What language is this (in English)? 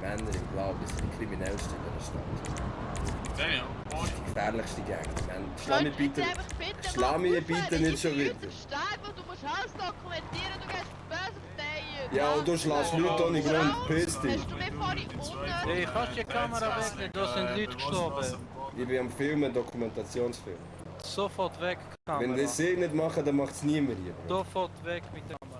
Swiss German